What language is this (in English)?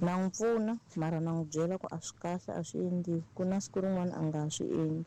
Tsonga